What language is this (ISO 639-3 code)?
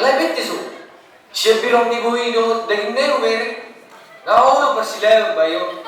bbc